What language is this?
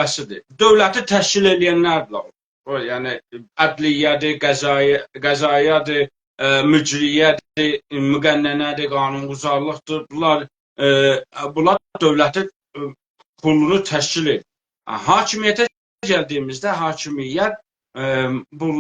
South Azerbaijani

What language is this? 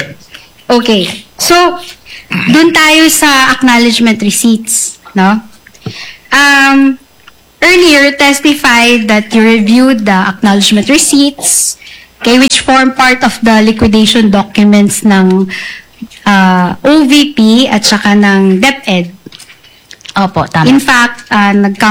Filipino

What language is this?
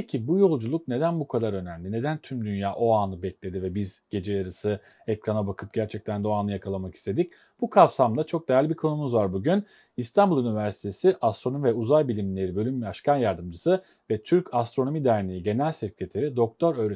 Turkish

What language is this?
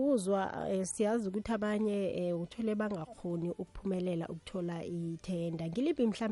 South Ndebele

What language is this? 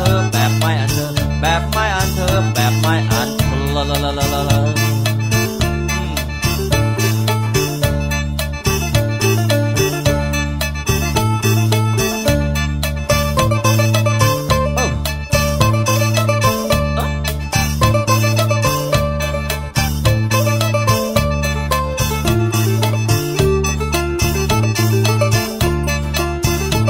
Thai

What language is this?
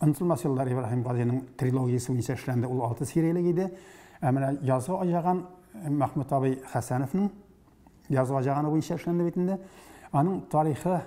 Tatar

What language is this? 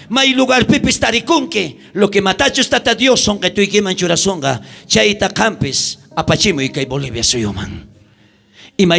South Bolivian Quechua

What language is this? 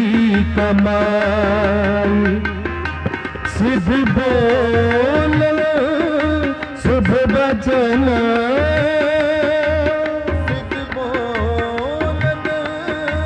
Hindi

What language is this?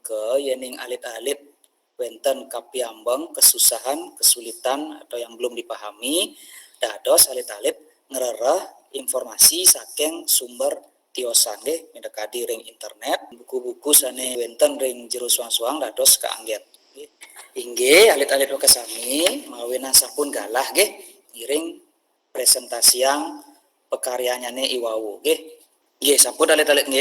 Balinese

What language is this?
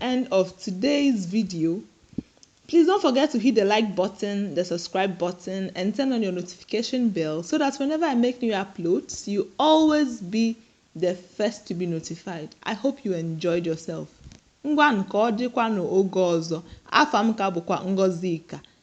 Igbo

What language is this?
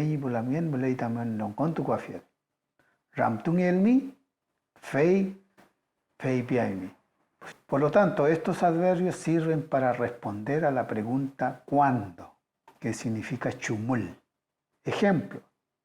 Mapuche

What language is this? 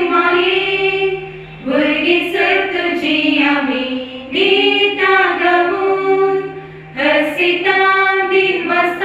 Konkani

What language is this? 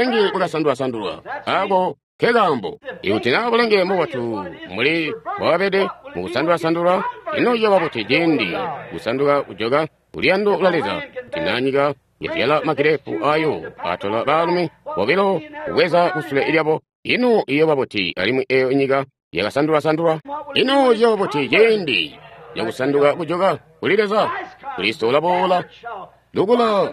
Tonga (Zambia)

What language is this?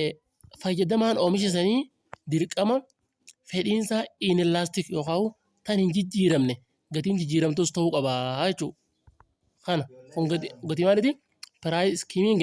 Oromo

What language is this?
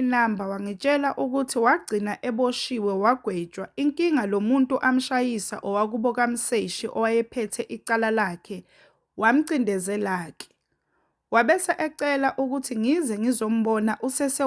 Zulu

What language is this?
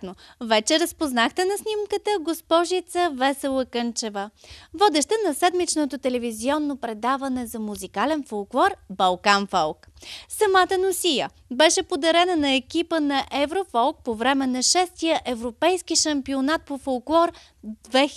Bulgarian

